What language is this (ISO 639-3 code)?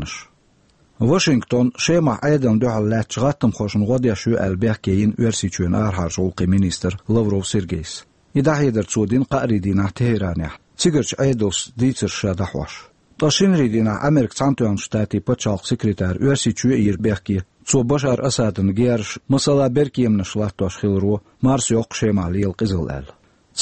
che